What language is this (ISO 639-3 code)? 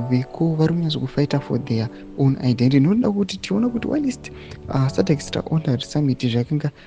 sna